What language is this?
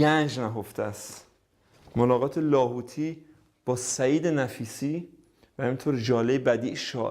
Persian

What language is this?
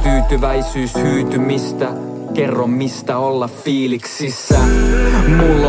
Finnish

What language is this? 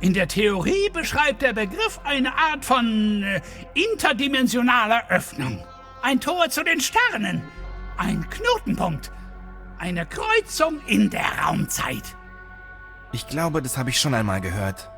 Bavarian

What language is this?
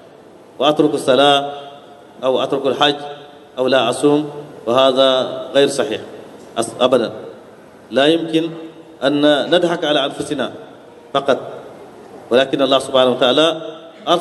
Arabic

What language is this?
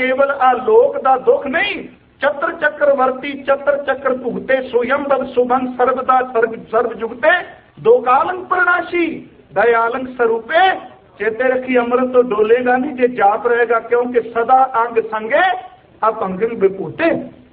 Punjabi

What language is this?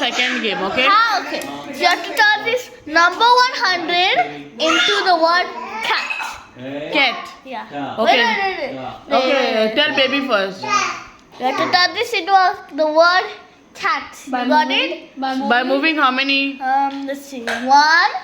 Konkani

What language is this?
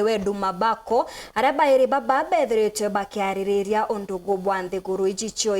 Meru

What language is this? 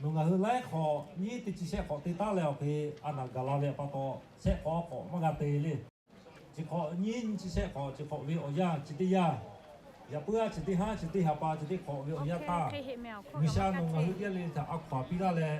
Lahu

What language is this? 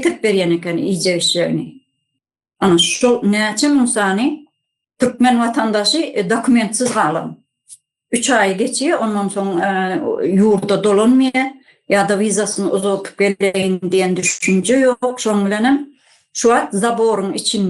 Turkmen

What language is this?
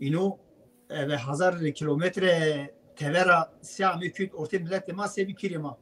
Zaza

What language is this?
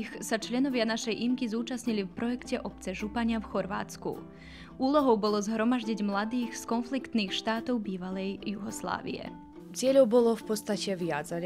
Slovak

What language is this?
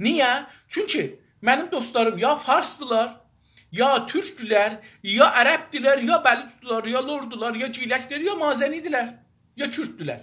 South Azerbaijani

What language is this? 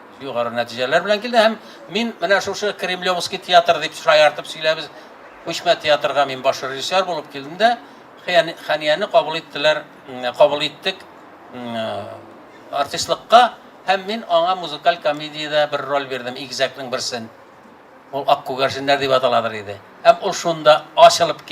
Tatar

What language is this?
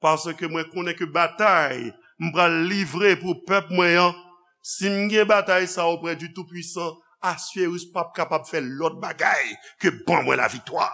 Haitian Creole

